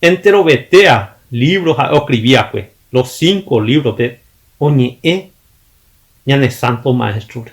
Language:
Guarani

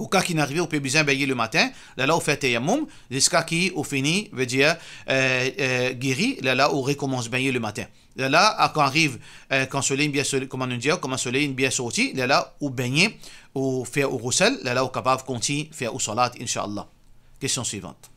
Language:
Morisyen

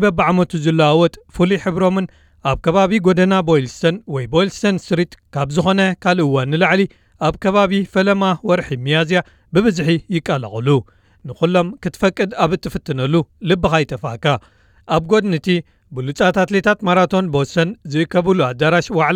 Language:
Tigrinya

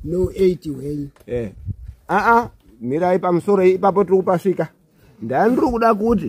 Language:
Shona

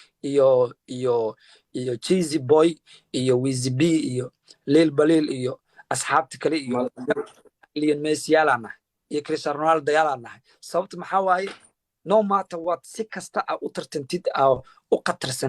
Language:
Somali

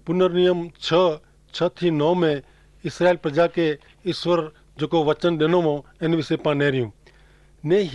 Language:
Kachhi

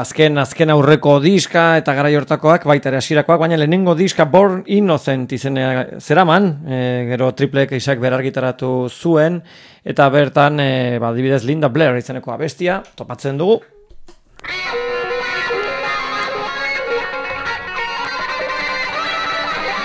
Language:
Basque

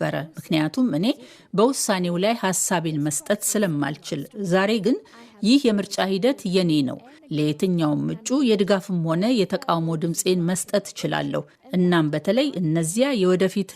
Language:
Amharic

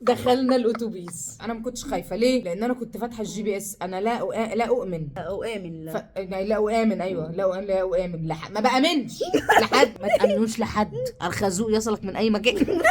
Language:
Egyptian Arabic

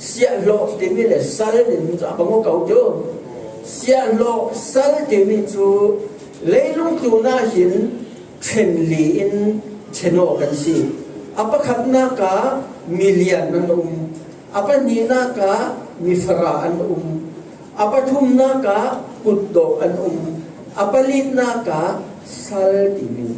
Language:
Falam Chin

